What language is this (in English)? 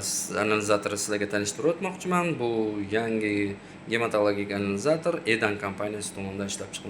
Uzbek